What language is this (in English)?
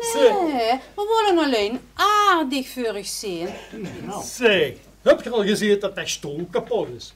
Limburgish